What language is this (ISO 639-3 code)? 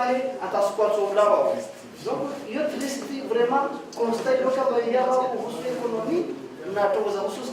zdj